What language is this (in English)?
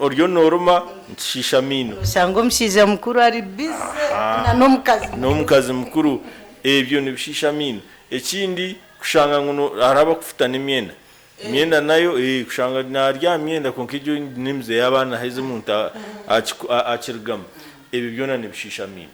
Nyankole